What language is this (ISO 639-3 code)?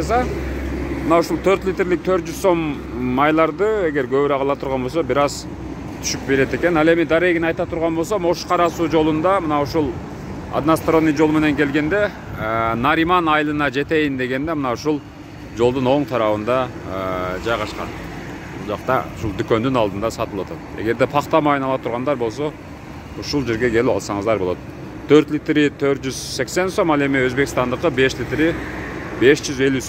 kir